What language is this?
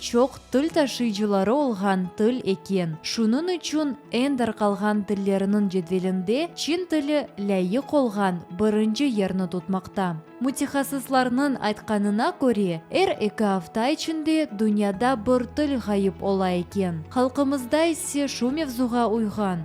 Crimean Tatar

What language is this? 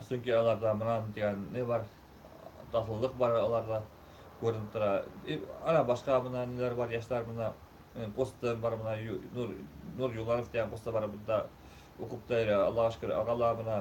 Bashkir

